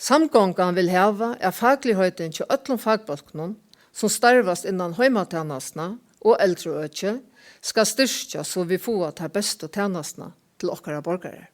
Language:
Faroese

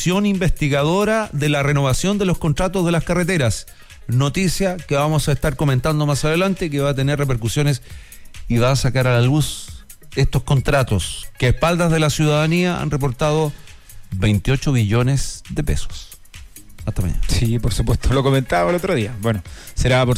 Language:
Spanish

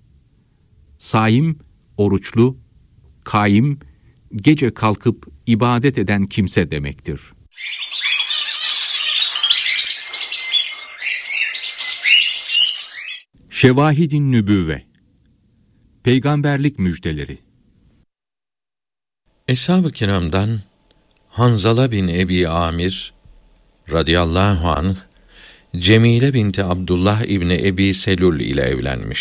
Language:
Turkish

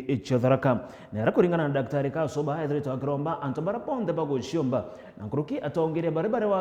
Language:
Meru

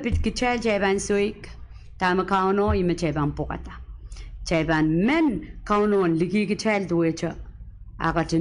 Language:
Pohnpeian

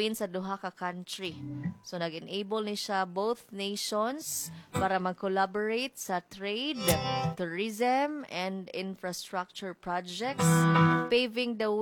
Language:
Cebuano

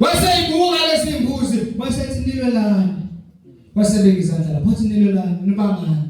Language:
Zulu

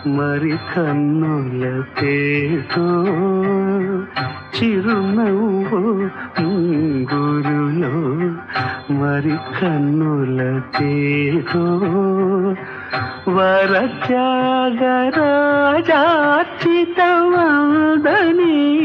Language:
Telugu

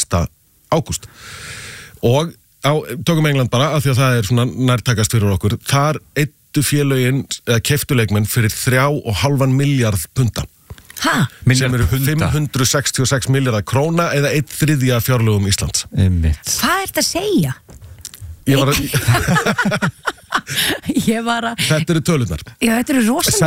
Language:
Icelandic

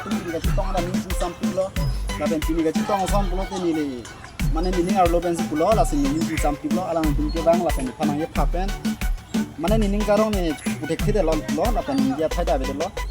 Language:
Karbi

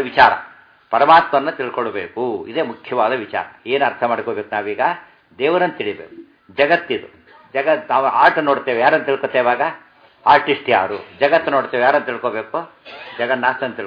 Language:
Kannada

